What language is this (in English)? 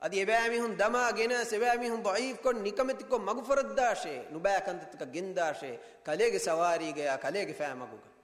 Divehi